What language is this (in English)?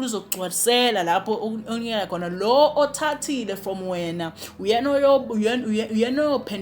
Zulu